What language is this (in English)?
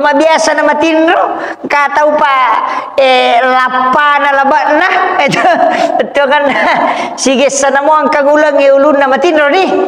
Buginese